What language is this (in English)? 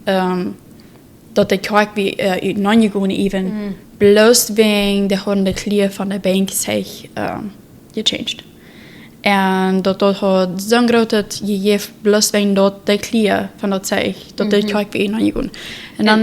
Plautdietsch